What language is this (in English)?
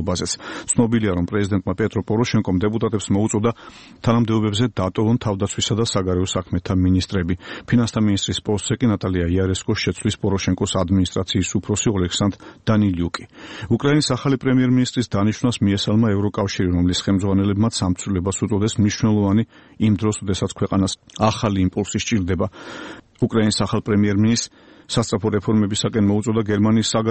Georgian